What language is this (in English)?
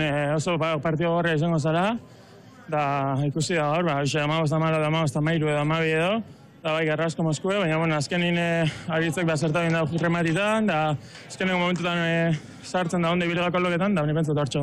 Basque